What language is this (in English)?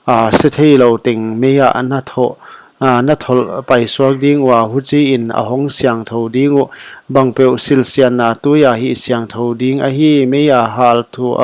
Paite Chin